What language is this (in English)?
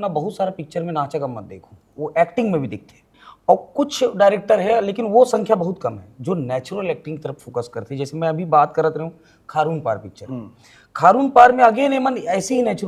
Chhattisgarhi